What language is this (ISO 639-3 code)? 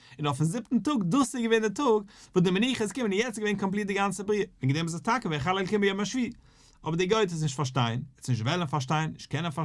yid